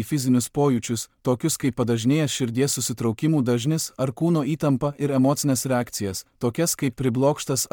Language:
Lithuanian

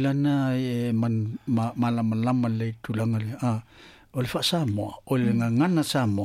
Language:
Samoan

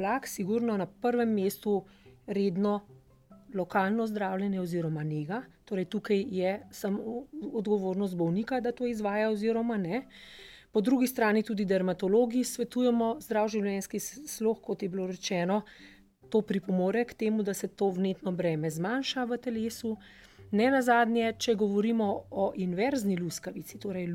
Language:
Slovenian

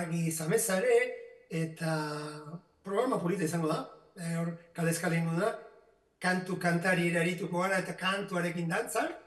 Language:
Basque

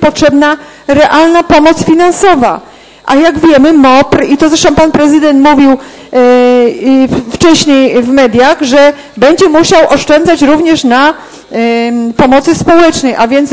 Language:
Polish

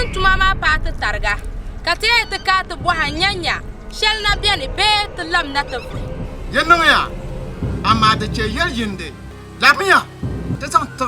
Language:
Dagbani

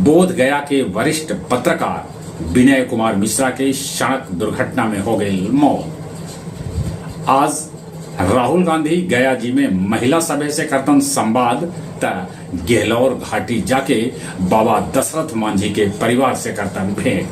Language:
Magahi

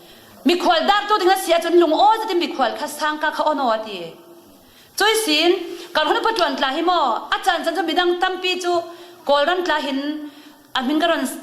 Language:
Falam Chin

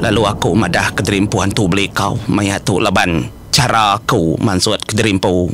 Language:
Iban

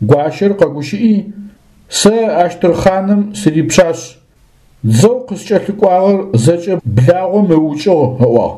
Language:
Adyghe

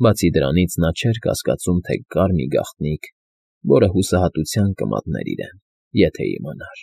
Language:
Armenian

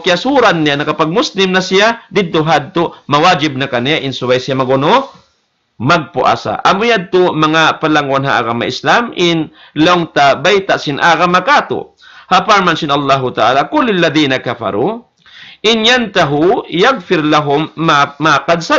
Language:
Tausug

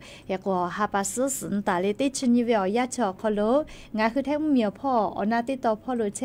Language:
Lahu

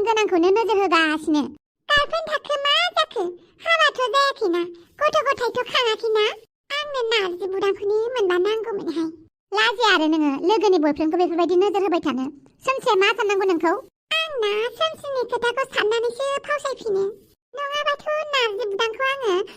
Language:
Bodo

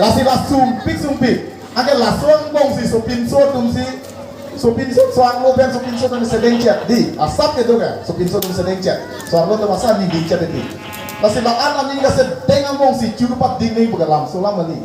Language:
Karbi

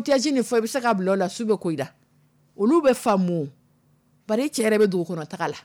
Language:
Dyula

